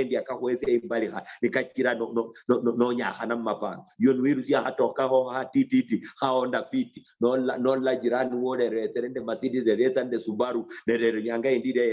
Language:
Luyia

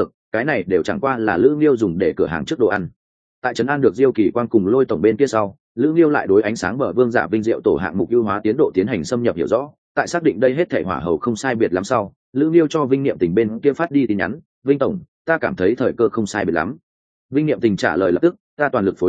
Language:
Vietnamese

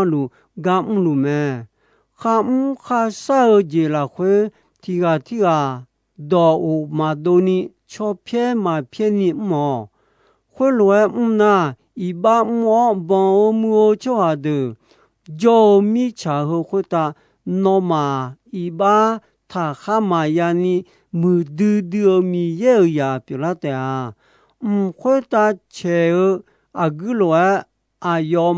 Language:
Akha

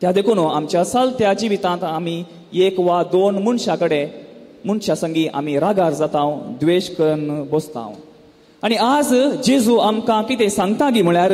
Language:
Konkani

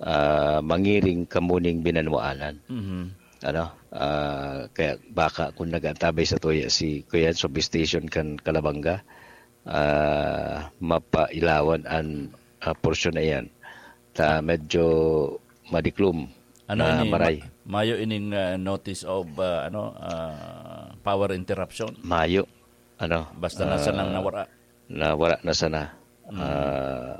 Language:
Bikol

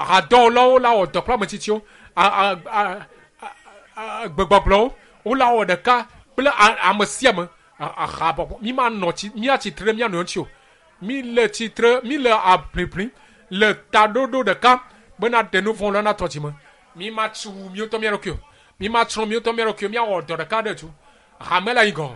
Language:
Ewe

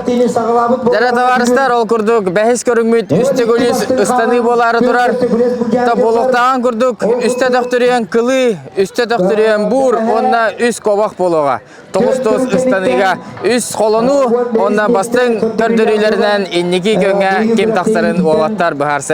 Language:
Yakut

